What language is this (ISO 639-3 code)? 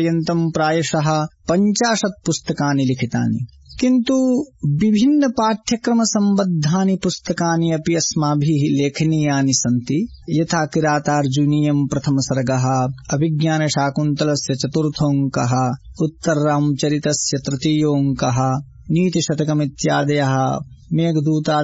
san